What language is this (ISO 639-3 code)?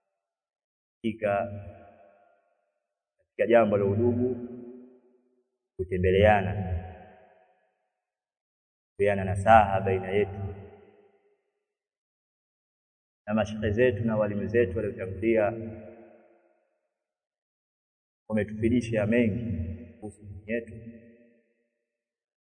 swa